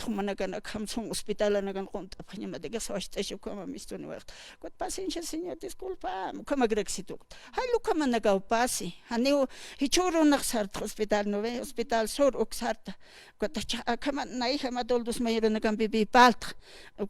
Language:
Aymara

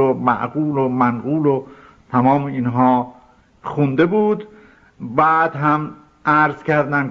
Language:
Persian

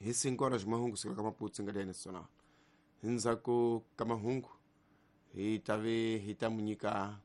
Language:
Tsonga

